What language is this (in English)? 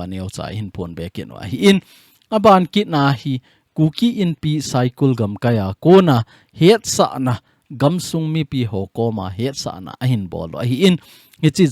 Thado Chin